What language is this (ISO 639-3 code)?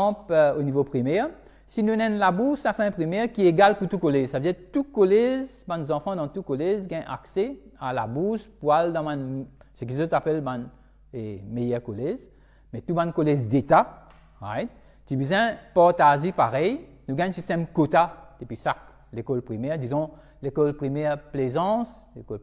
mfe